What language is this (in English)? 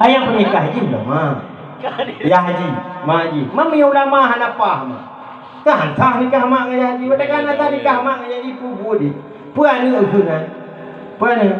Achinese